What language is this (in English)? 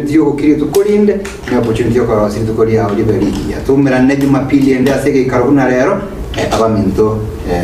Gusii